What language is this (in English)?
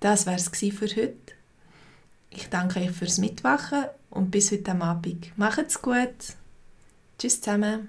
Swiss German